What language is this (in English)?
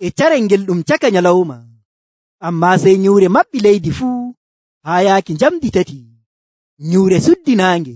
Nigerian Fulfulde